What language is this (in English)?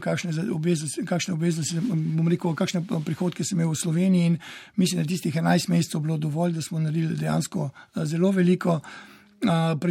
Slovenian